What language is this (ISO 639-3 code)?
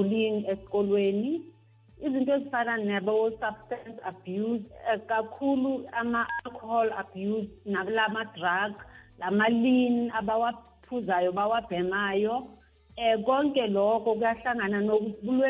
nbl